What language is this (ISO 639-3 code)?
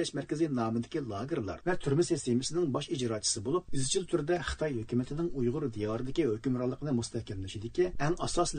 uig